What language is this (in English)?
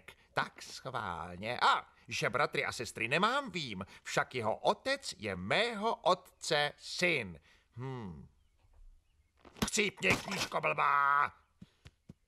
Czech